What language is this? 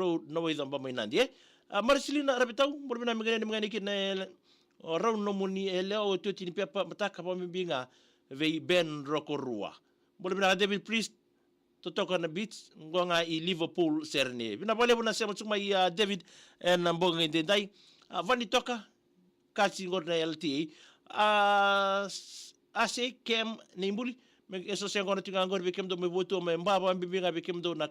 Fijian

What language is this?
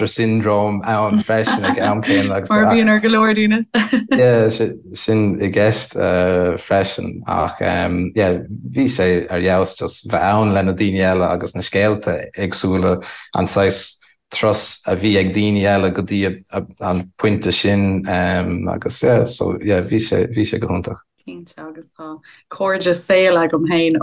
Irish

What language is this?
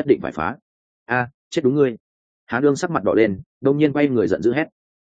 Vietnamese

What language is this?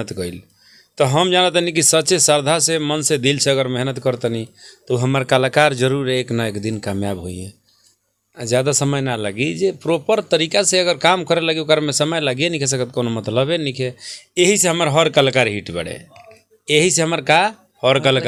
Bhojpuri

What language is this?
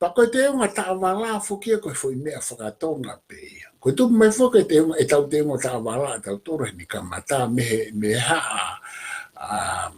Tongan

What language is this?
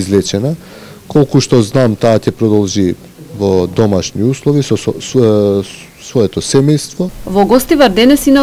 Macedonian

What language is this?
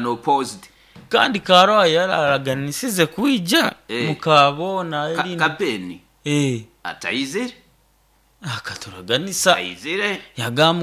Nyoro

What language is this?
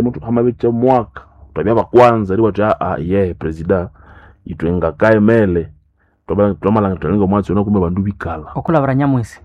Nande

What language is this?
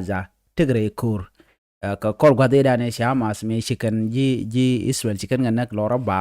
Nuer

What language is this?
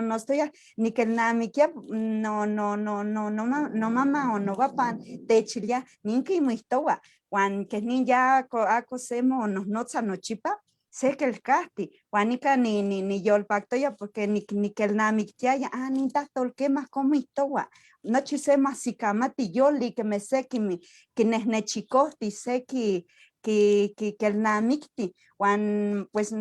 Eastern Huasteca Nahuatl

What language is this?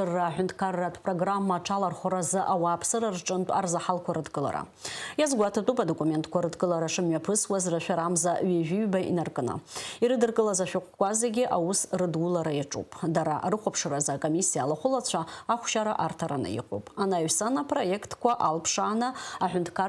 Abkhazian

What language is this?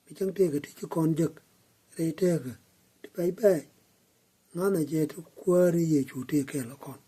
Nuer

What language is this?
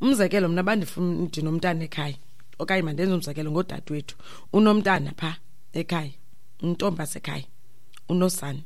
Xhosa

